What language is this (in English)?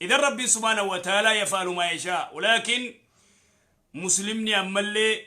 Oromo